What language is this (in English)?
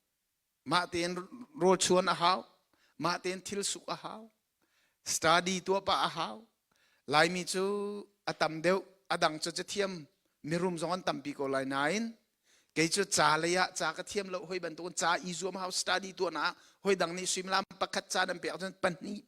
Hakha Chin